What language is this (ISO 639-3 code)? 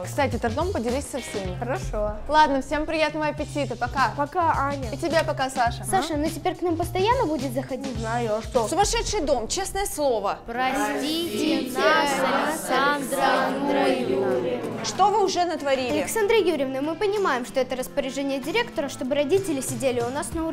rus